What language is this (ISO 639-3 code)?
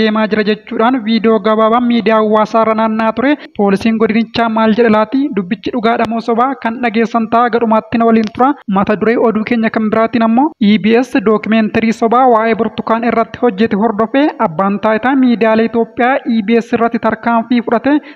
orm